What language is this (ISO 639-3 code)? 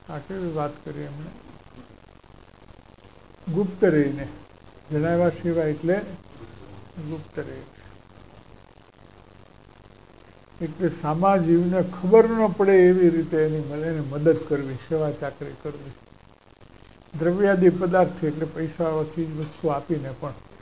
guj